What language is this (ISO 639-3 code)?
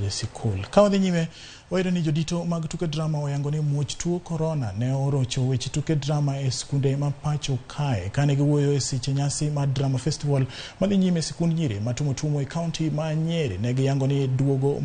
luo